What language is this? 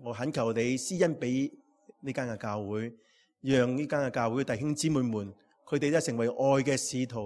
Cantonese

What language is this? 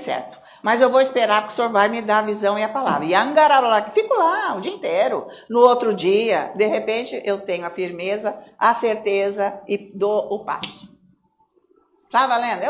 Portuguese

